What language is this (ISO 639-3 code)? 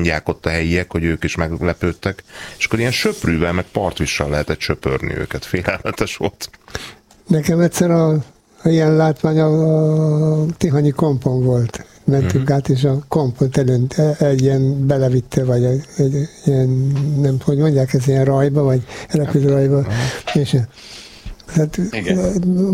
hun